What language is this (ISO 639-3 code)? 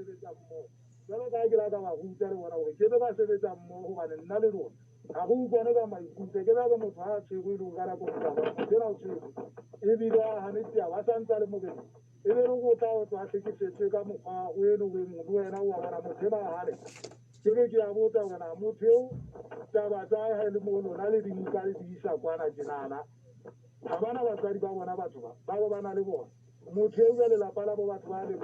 sot